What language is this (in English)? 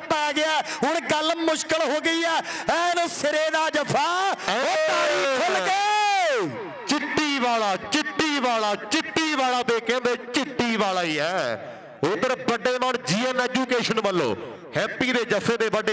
Punjabi